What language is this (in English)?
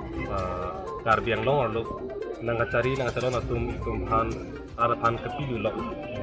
Karbi